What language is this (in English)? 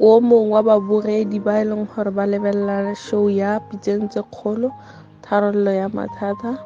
Northern Sotho